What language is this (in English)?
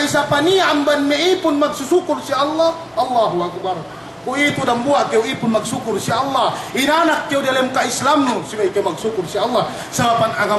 Yakan